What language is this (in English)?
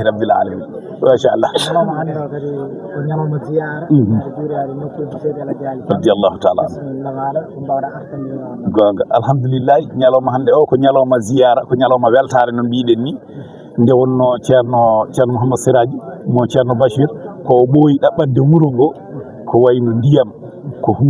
Fula